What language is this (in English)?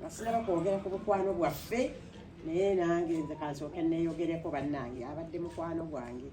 Ganda